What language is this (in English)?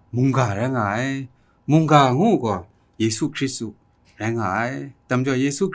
Kachin